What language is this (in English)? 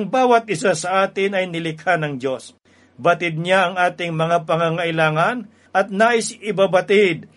Filipino